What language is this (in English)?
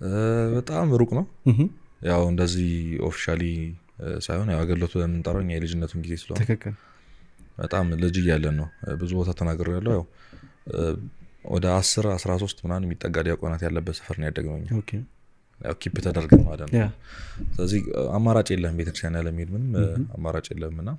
Amharic